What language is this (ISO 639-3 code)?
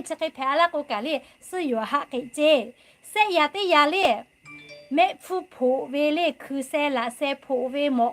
lhu